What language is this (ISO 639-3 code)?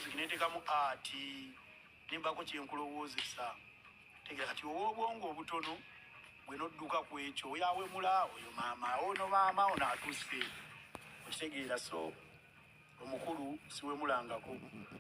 lug